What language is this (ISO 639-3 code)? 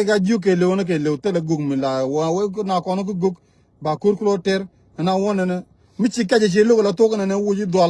nus